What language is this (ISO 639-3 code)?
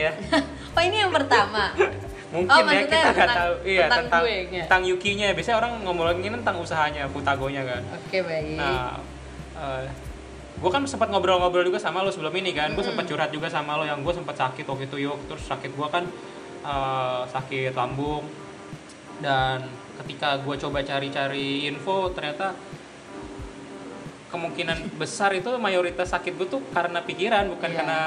ind